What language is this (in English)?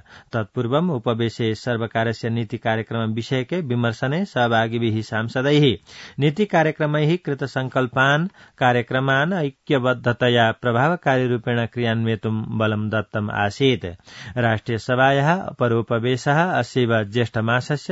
Sanskrit